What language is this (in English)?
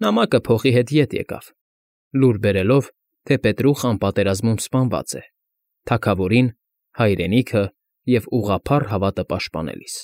Armenian